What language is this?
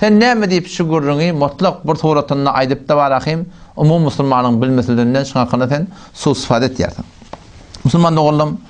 Turkmen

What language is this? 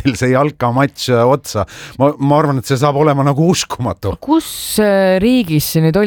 Estonian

